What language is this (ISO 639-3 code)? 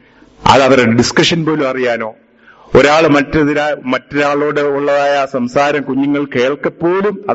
mal